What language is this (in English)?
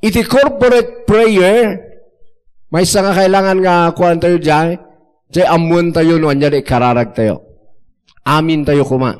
Iloko